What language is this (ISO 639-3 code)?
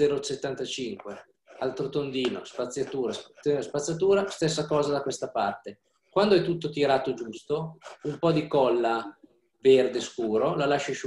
ita